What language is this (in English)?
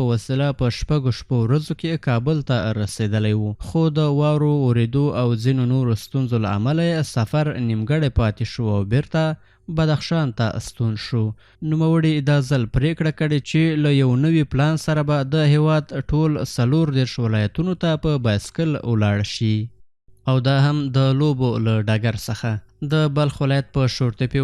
Pashto